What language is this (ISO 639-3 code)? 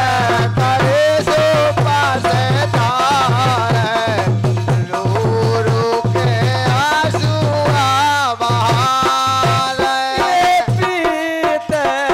bns